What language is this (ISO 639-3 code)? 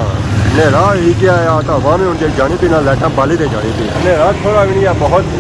phr